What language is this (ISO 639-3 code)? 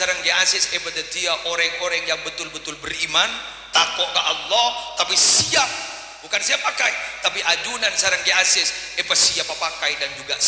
mad